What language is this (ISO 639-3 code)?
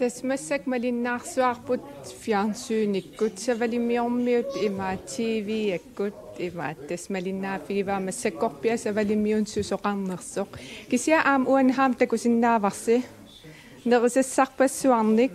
kal